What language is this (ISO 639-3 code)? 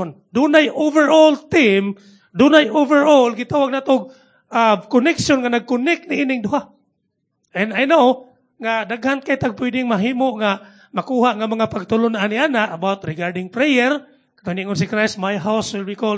ceb